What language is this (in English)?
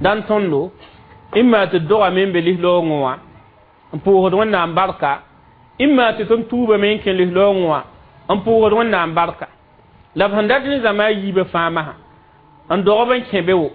Mossi